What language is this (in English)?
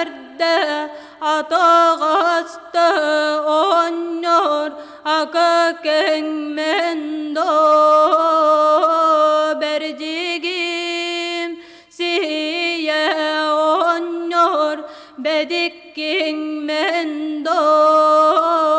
Yakut